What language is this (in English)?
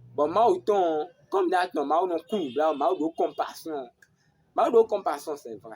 Fon